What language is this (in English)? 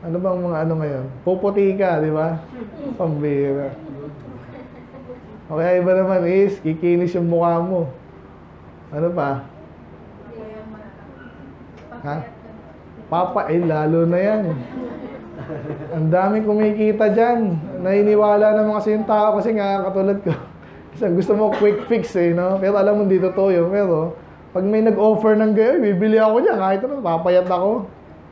Filipino